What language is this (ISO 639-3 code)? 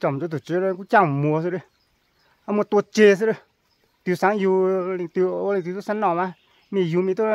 hmn